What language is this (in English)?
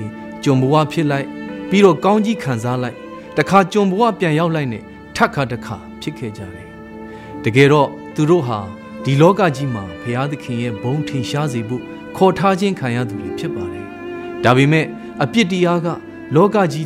Burmese